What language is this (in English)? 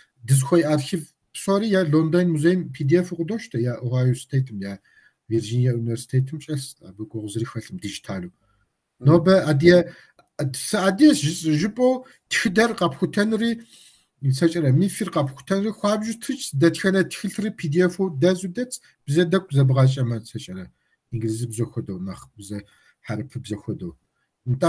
Kabardian